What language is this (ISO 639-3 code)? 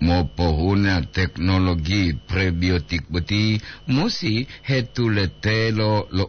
gor